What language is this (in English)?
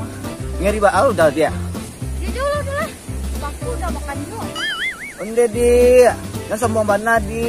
Minangkabau